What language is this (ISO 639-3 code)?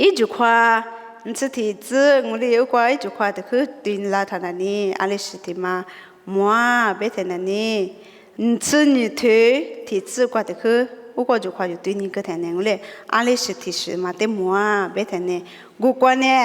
lis